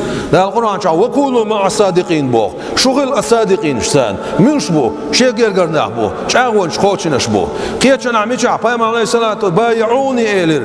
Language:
Chechen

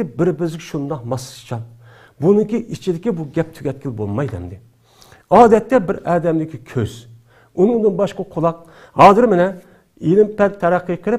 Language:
Uyghur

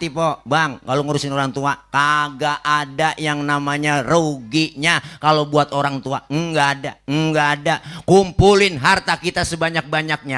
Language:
Betawi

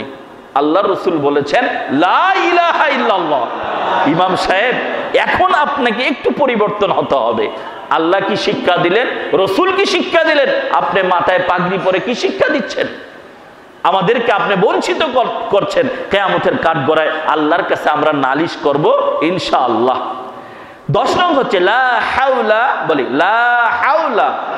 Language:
Bangla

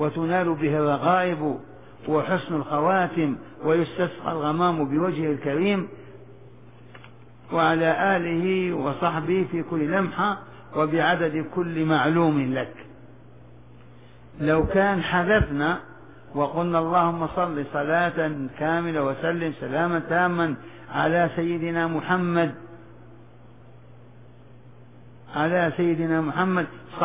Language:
Arabic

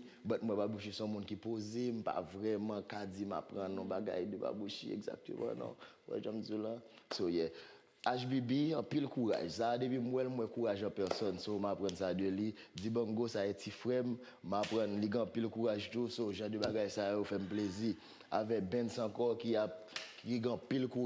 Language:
Haitian Creole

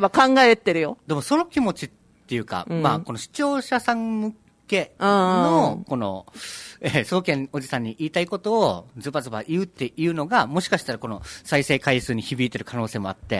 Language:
Japanese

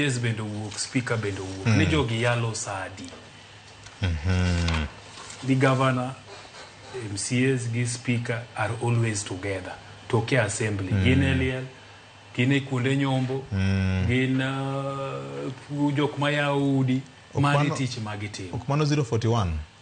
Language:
Luo (Kenya and Tanzania)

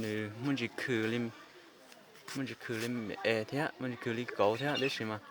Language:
Hmong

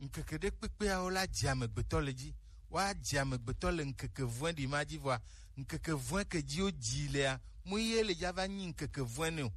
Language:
Gen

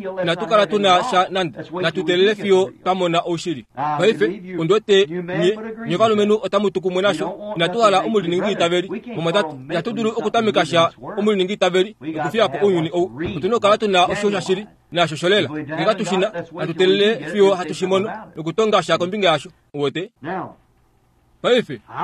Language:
Kuanyama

